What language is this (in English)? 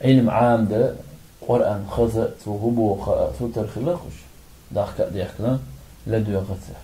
Chechen